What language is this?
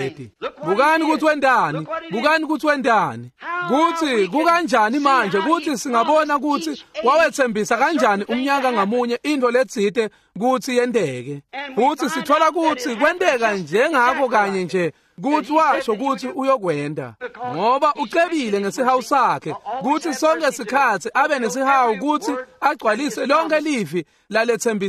Swati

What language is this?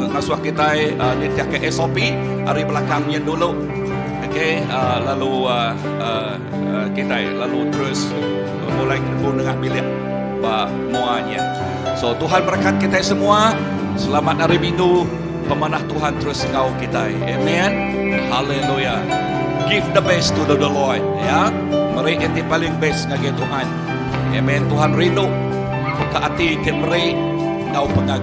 Iban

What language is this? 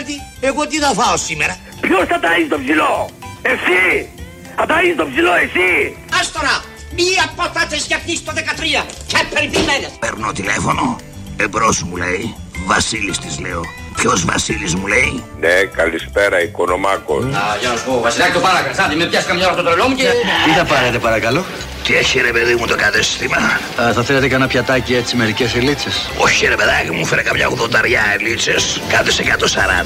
Greek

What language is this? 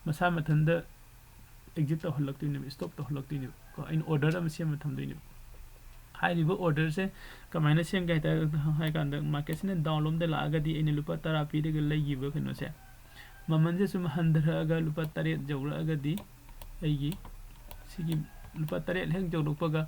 Manipuri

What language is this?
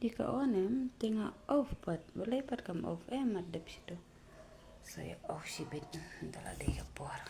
Khasi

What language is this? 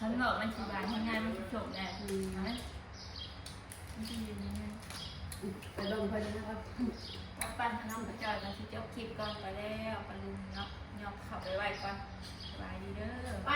Northeastern Thai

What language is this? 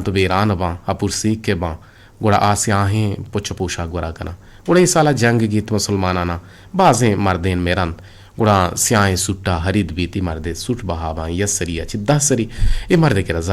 Eastern Balochi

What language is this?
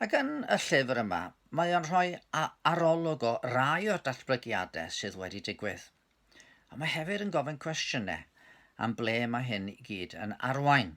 Welsh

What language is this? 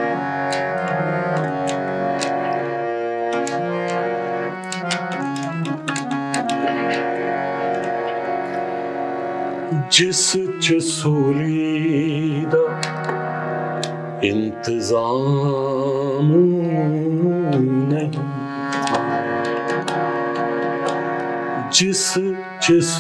Punjabi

